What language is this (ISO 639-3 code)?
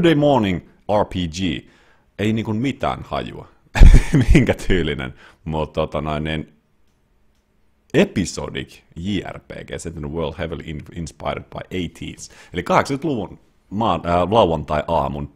fin